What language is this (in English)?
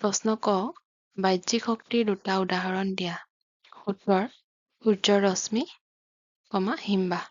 Assamese